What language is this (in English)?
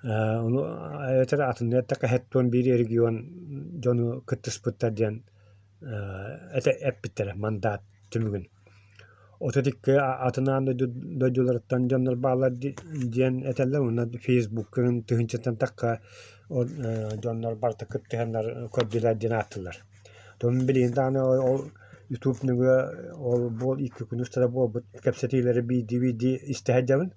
Yakut